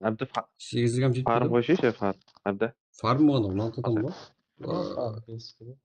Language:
Kara-Kalpak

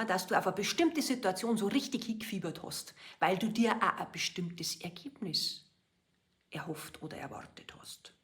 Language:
Bavarian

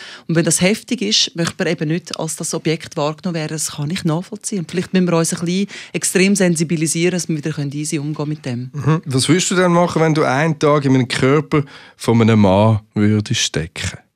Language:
Swiss German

